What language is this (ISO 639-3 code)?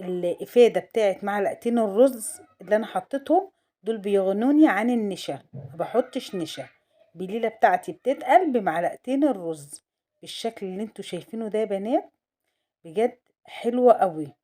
arz